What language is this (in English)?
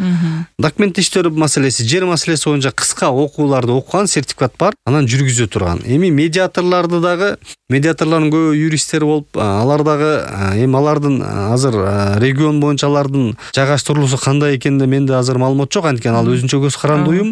Kyrgyz